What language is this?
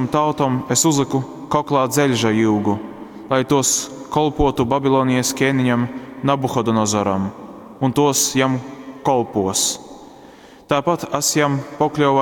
Latgalian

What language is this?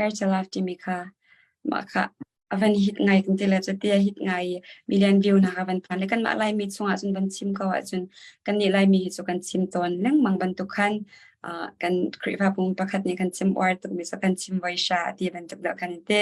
Hakha Chin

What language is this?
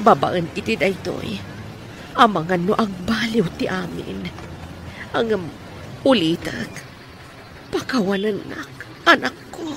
Iloko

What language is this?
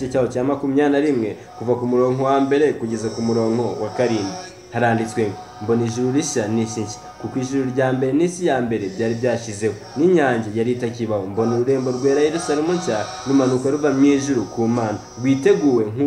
Kinyarwanda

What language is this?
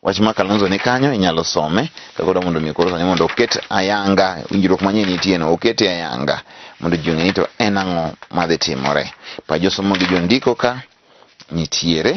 Luo (Kenya and Tanzania)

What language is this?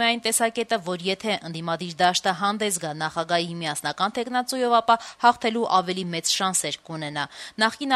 Armenian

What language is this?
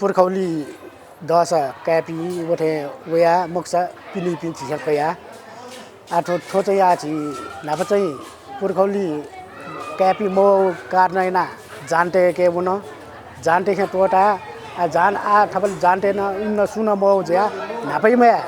Newari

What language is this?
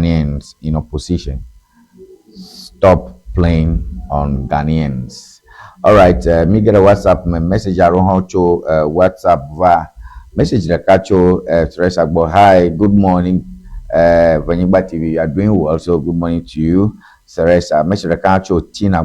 Ewe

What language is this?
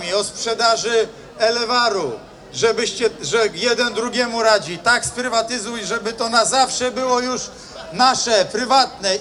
Polish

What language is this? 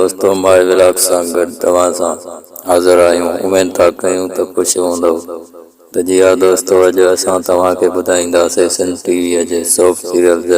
Sindhi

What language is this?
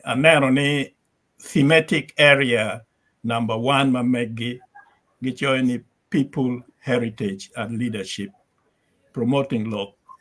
Acoli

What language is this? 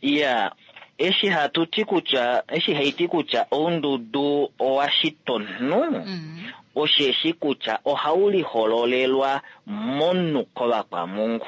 Kuanyama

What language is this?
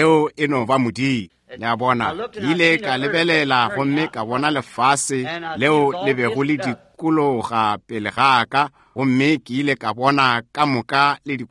Northern Sotho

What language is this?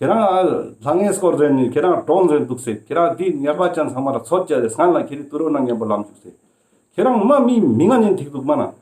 Ladakhi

